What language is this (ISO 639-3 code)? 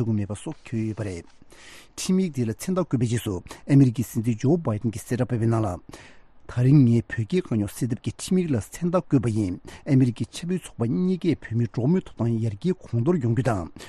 bod